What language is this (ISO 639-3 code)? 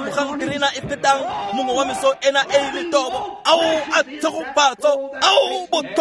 tsn